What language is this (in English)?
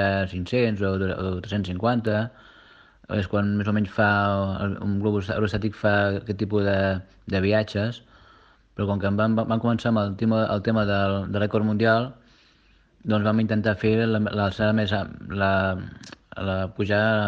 Catalan